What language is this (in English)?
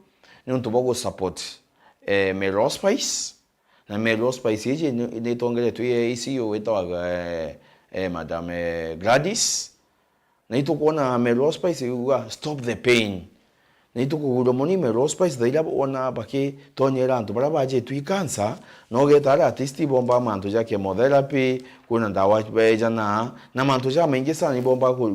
Meru